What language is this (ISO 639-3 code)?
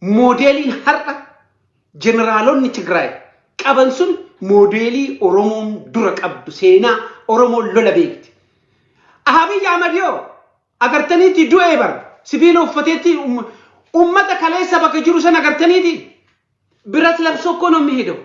orm